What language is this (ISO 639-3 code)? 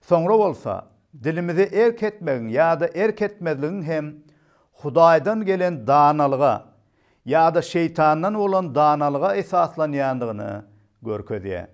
tuk